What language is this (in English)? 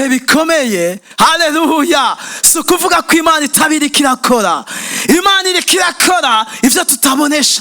Rundi